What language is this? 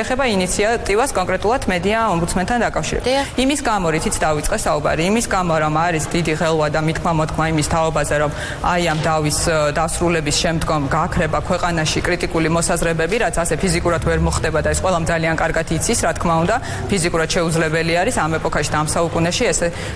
Georgian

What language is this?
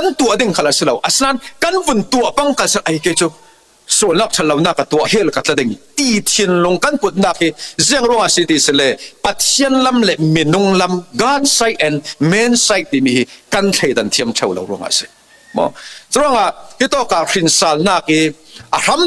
Falam Chin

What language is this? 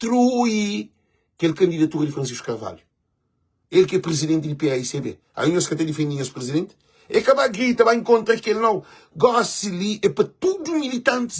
Kabuverdianu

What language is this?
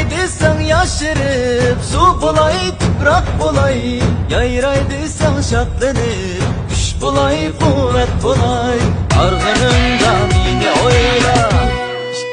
Uyghur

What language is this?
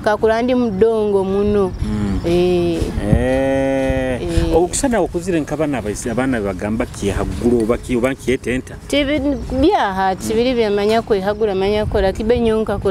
Nyoro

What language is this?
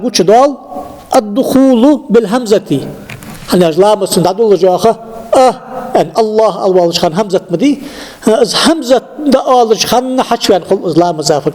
Ingush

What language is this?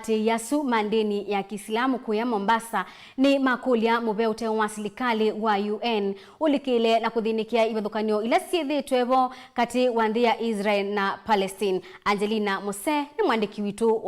Kamba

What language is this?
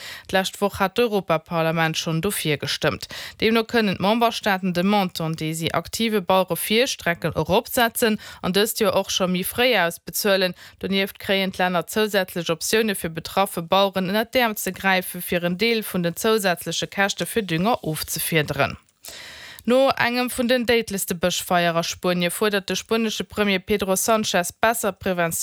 Luxembourgish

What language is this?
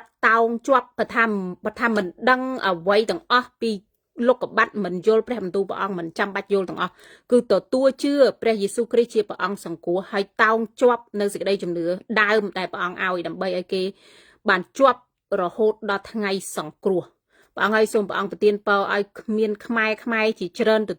Khmer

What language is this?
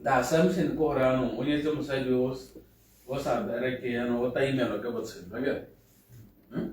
Tswana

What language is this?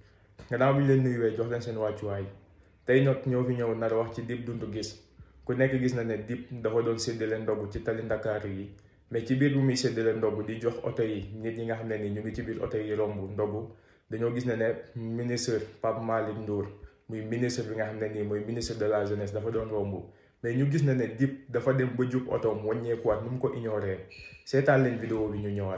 Wolof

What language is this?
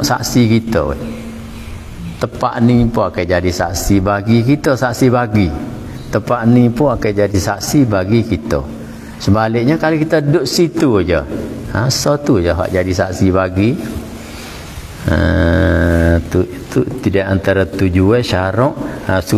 Malay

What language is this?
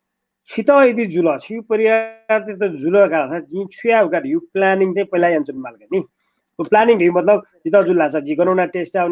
Newari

